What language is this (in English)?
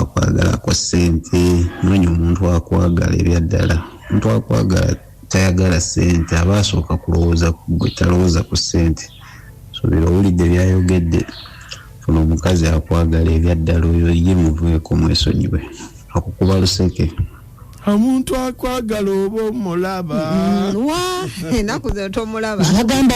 Ganda